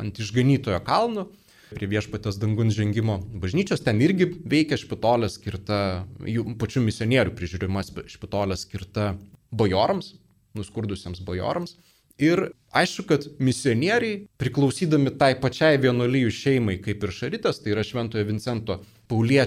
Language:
Lithuanian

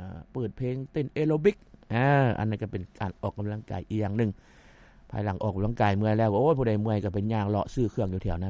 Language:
Lao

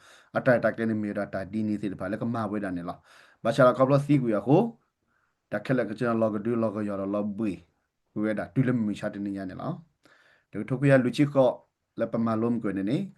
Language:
S'gaw Karen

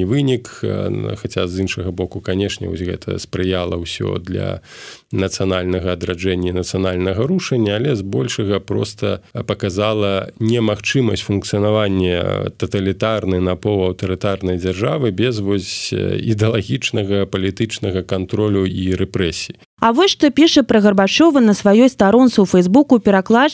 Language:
Belarusian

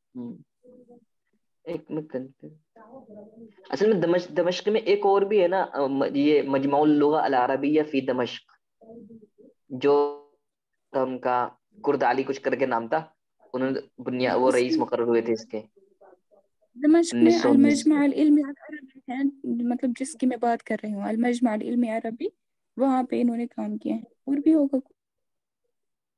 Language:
Urdu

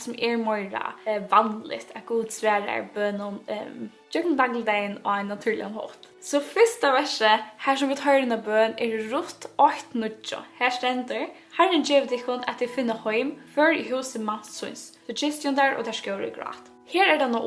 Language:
Faroese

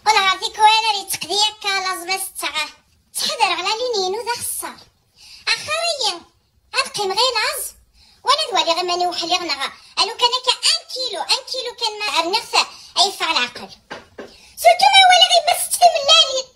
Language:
Kabyle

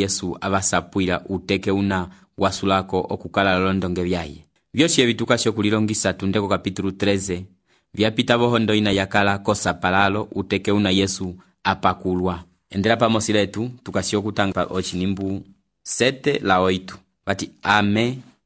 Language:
Umbundu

